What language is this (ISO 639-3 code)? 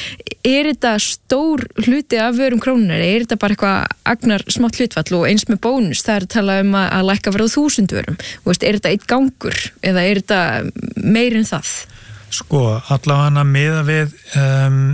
isl